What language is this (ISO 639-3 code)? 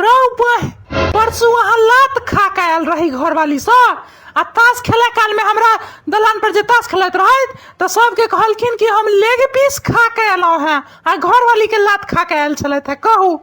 mai